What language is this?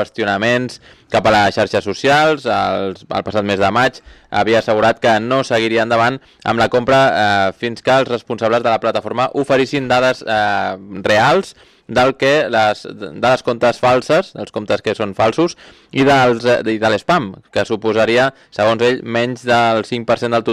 Catalan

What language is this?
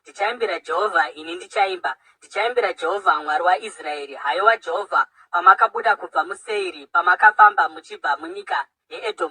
Shona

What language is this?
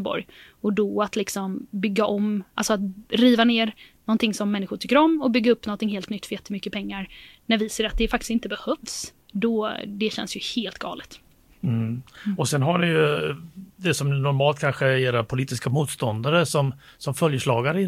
Swedish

